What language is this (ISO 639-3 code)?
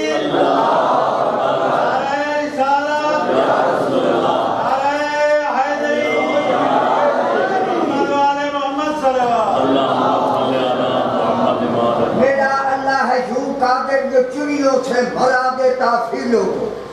urd